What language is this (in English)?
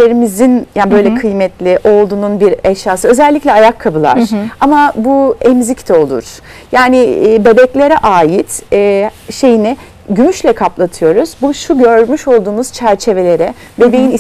Turkish